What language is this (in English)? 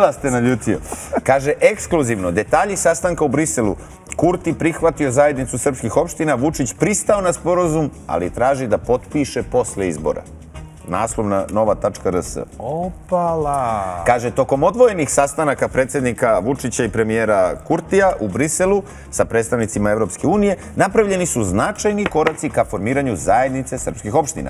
Serbian